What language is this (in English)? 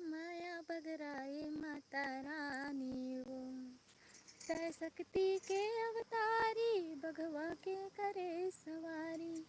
Chhattisgarhi